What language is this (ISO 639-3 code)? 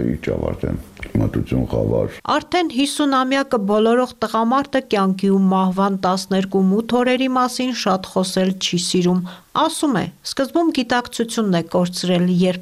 hye